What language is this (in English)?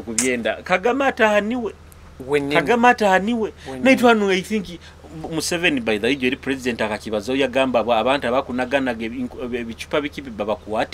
Nyoro